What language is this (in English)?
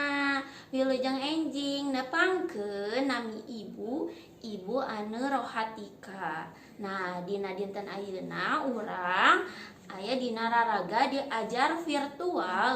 Sundanese